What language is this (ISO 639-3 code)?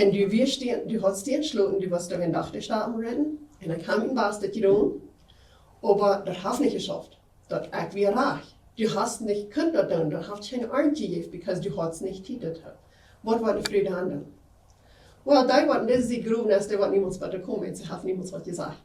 pdt